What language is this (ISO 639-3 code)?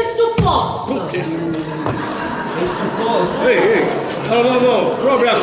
nap